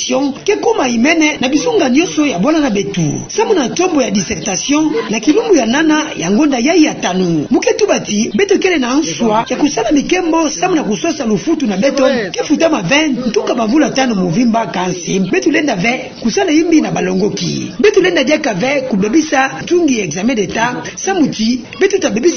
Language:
Kituba (Democratic Republic of Congo)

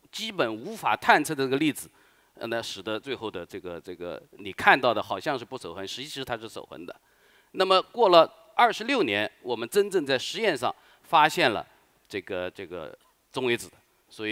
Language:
Chinese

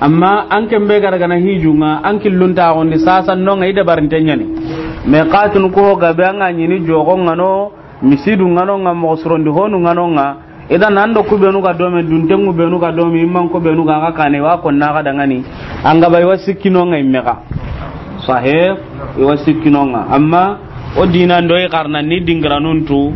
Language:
Soninke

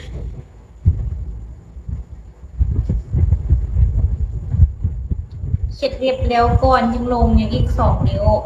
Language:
Lao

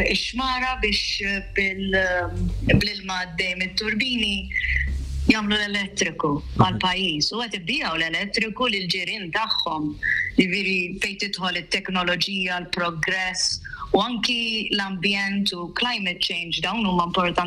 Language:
Maltese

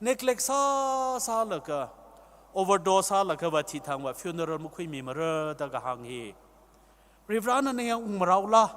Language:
Tangkhul Naga (India)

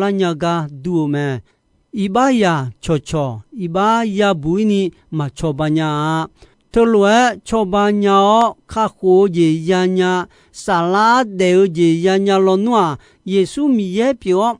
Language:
Akha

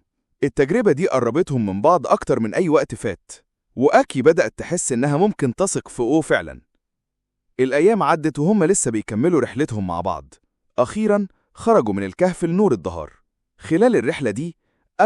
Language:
Egyptian Arabic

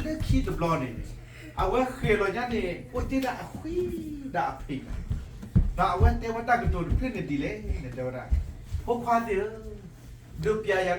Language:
S'gaw Karen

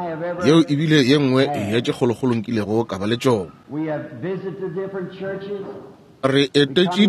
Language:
Northern Sotho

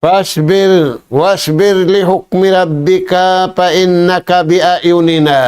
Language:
Tausug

